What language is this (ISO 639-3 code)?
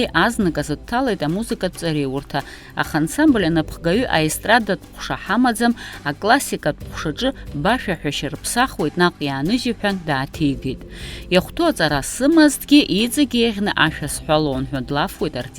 abk